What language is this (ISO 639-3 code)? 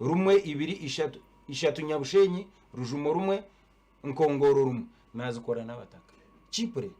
nyn